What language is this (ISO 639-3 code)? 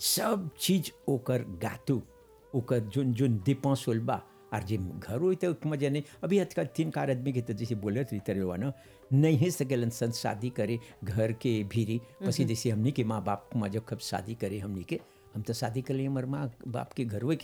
bho